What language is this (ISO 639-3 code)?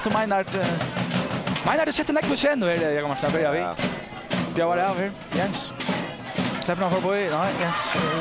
fao